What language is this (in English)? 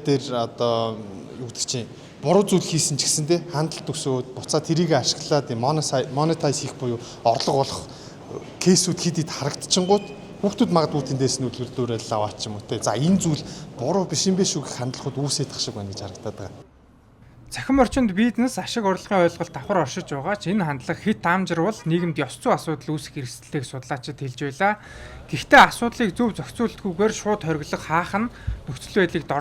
Mongolian